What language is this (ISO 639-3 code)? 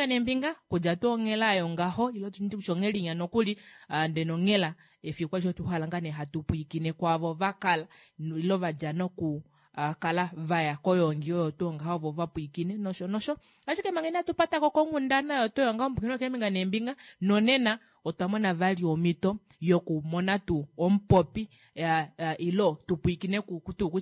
kua